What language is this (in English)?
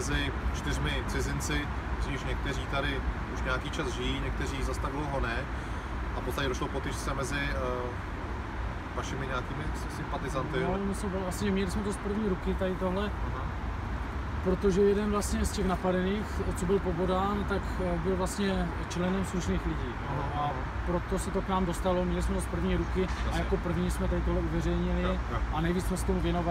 Czech